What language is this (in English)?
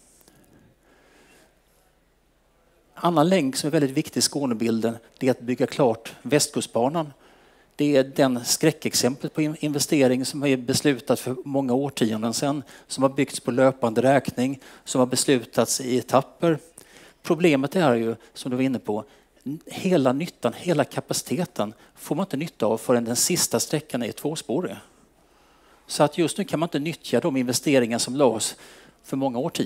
Swedish